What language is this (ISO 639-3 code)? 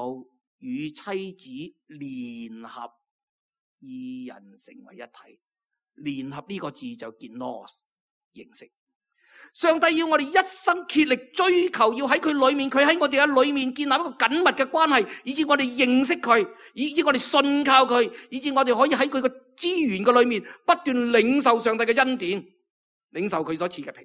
yue